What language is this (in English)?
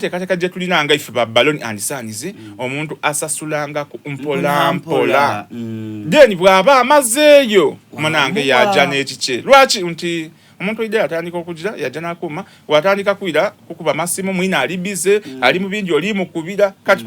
Soga